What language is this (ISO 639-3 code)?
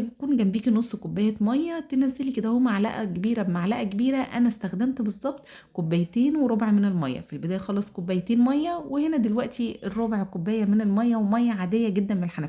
arz